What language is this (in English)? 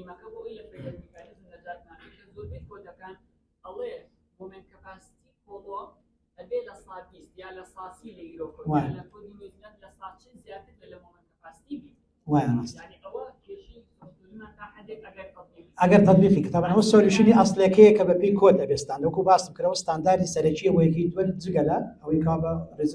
Central Kurdish